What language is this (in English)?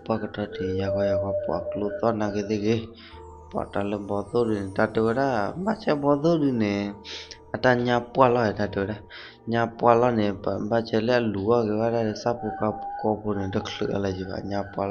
S'gaw Karen